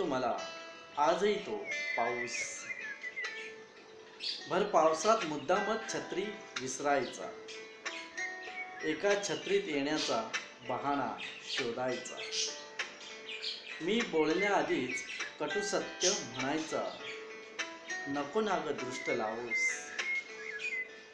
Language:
Marathi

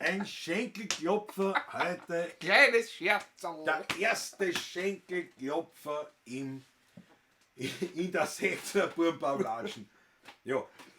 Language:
Bavarian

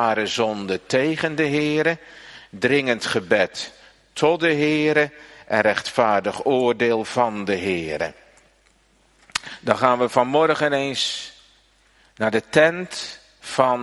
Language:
Dutch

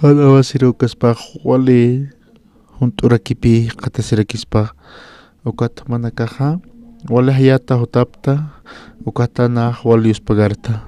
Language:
Aymara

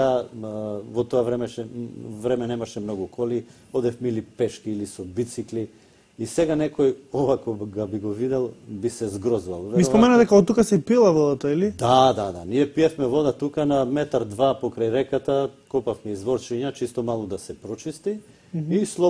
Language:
Macedonian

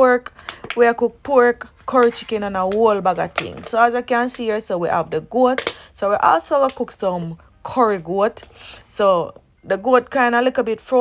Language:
Jamaican Creole English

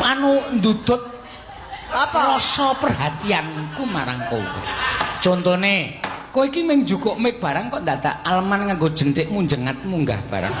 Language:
Javanese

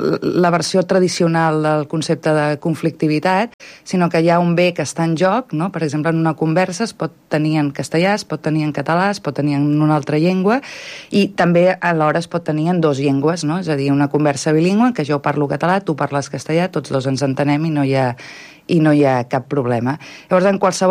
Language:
Catalan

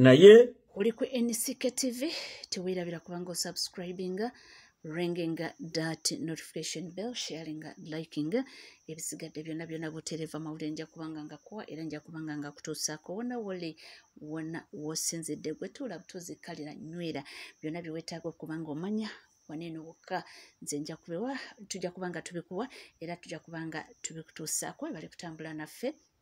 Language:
Ganda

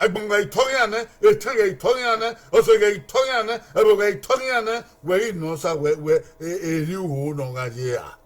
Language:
Bini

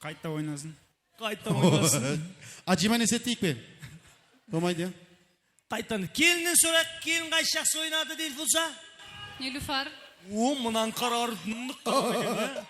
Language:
Kara-Kalpak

